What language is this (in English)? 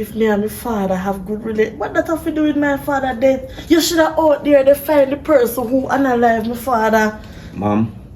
Jamaican Creole English